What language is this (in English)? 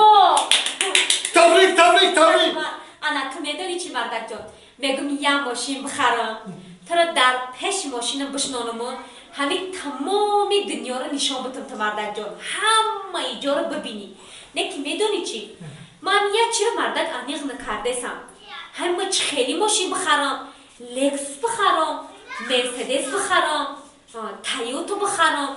Tajik